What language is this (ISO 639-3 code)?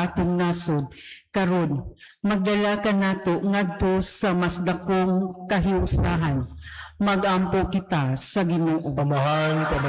ceb